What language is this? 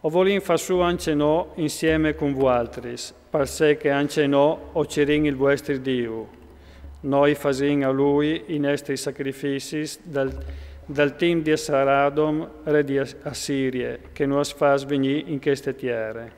Friulian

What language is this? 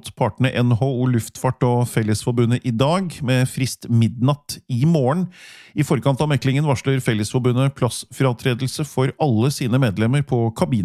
Norwegian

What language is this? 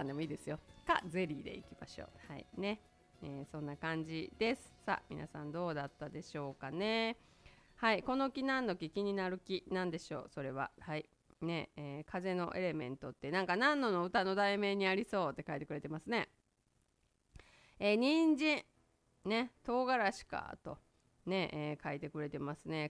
Japanese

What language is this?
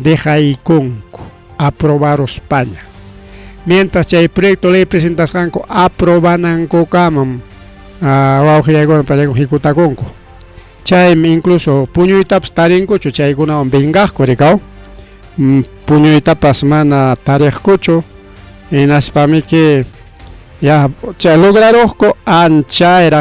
Ayacucho Quechua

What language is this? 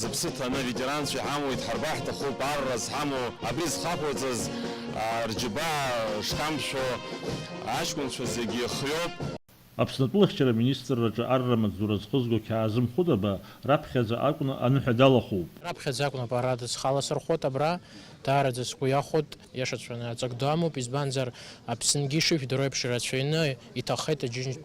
Abkhazian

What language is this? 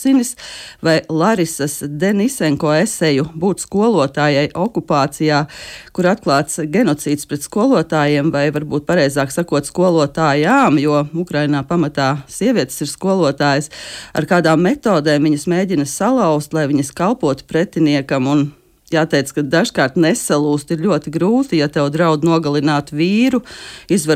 Latvian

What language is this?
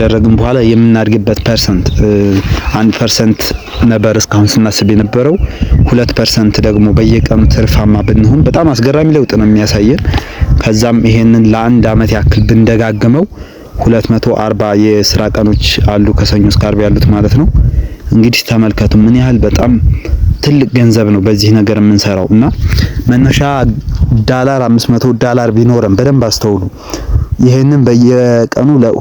Amharic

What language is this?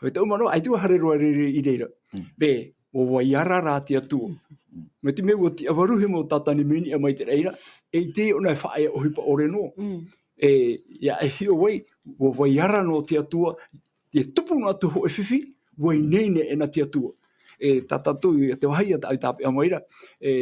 Tahitian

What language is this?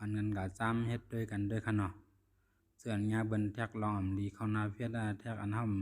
Shan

